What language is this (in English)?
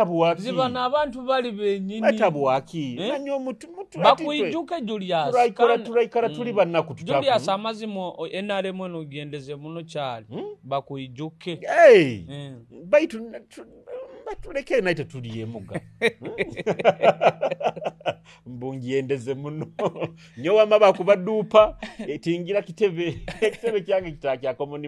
Nyoro